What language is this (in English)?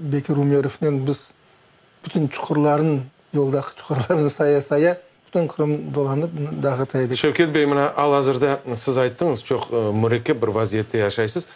Crimean Tatar